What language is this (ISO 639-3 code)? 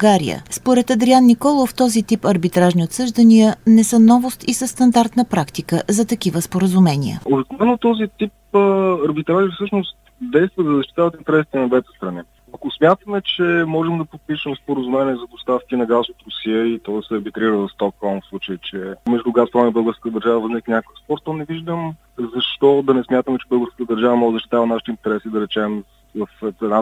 bul